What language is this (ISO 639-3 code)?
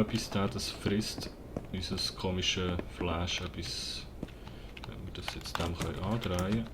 gsw